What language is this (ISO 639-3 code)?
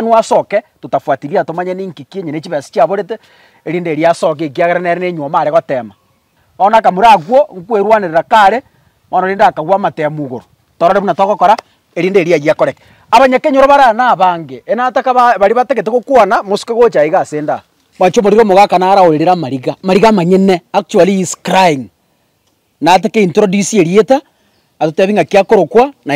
guz